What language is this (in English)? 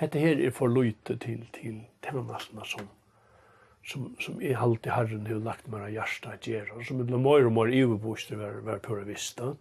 Faroese